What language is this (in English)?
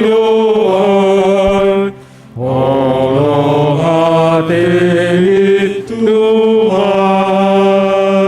Batak Simalungun